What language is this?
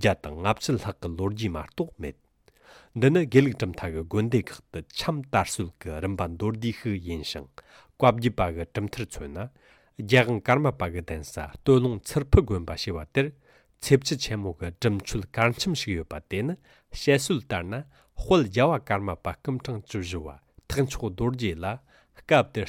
Tibetan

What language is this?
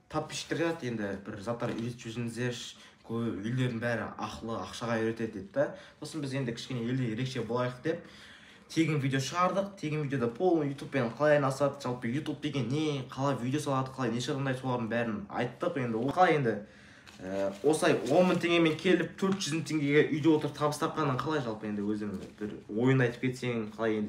Kazakh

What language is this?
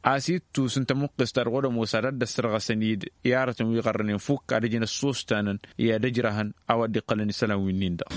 Tamasheq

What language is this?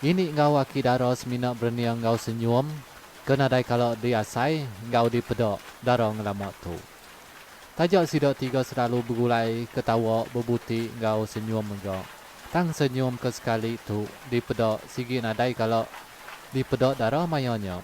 Iban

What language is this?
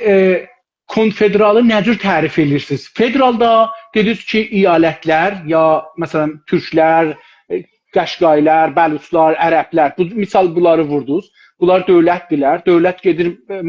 South Azerbaijani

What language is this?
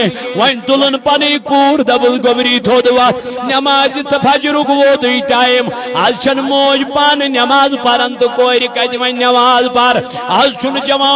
Kashmiri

